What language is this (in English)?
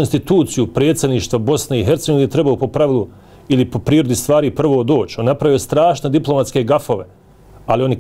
Bosnian